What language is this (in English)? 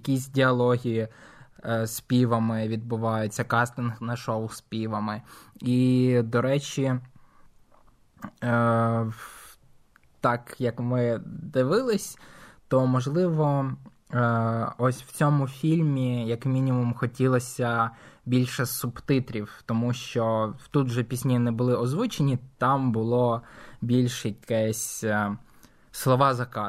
Ukrainian